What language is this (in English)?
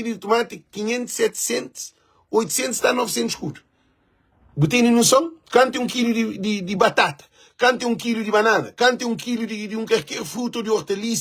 Kabuverdianu